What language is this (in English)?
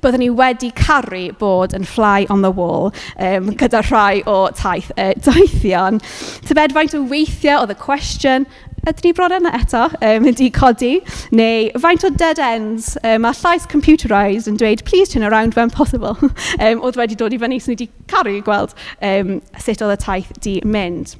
Welsh